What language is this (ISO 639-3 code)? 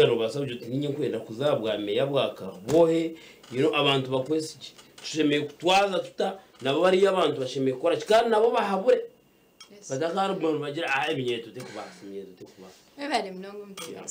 nyn